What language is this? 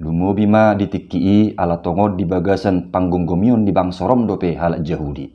Batak Toba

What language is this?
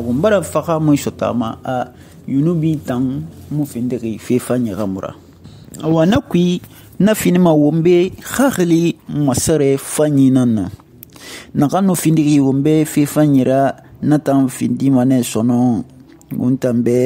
Susu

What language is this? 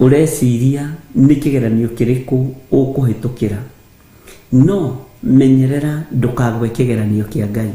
Kikuyu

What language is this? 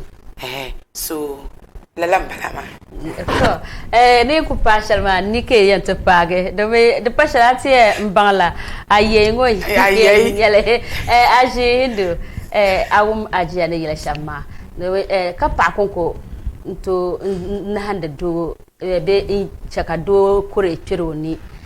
Dagbani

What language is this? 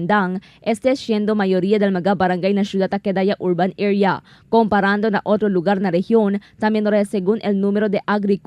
Chavacano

